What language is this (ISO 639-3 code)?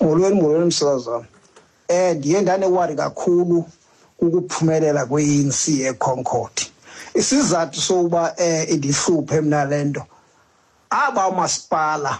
xho